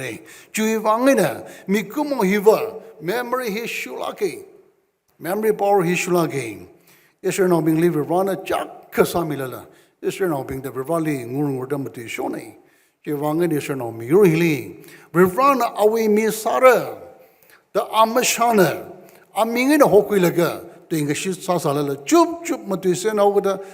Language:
Tangkhul Naga (India)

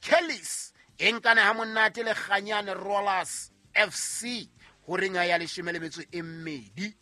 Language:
Southern Sotho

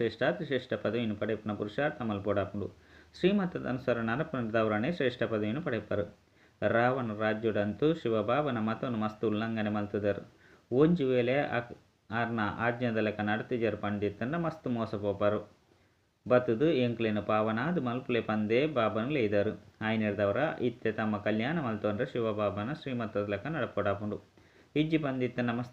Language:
Tulu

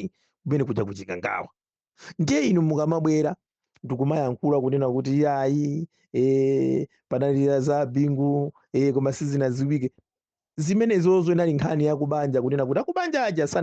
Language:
Nyanja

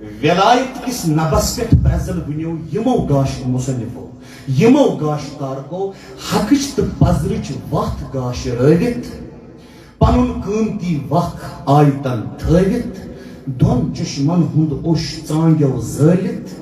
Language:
Kashmiri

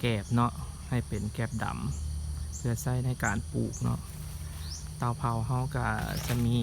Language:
Lao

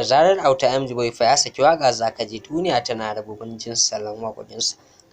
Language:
Hausa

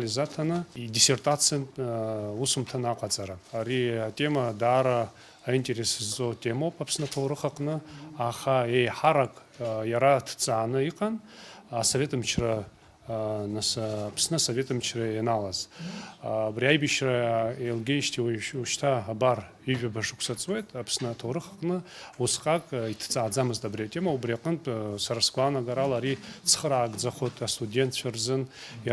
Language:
Abkhazian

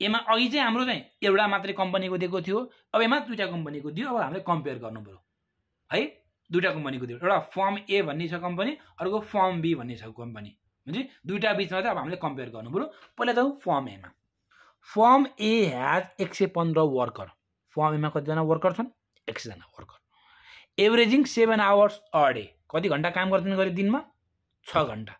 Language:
Nepali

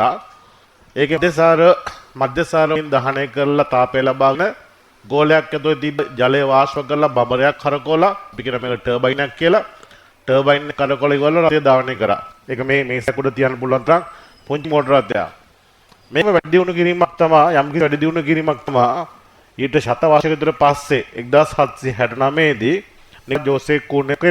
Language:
Sinhala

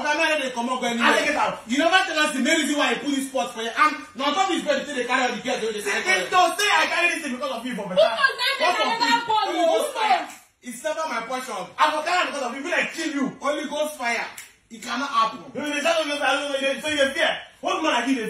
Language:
Nigerian Pidgin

